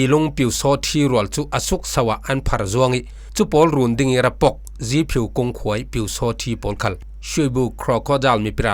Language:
Falam Chin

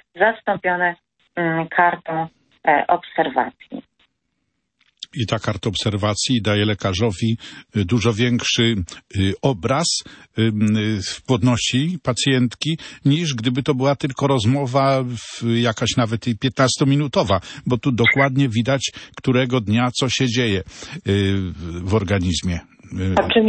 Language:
Polish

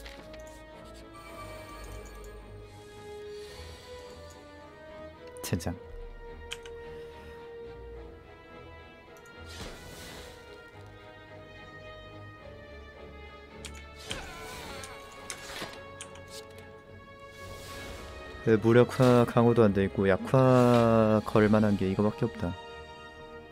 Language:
Korean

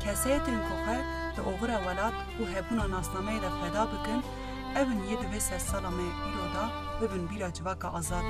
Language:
Kurdish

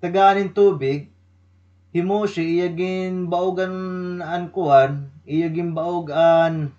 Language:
Waray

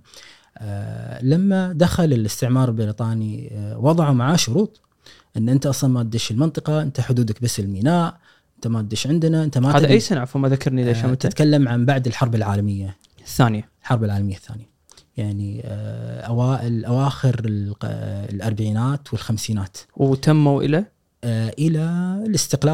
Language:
Gulf Arabic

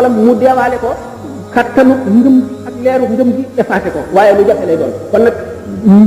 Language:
Wolof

